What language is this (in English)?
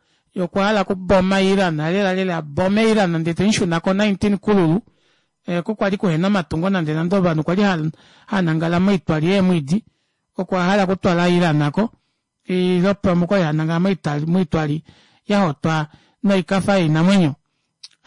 Kuanyama